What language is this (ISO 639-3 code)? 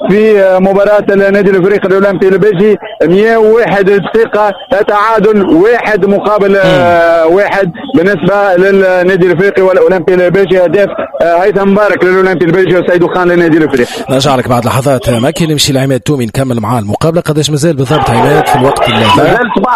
aeb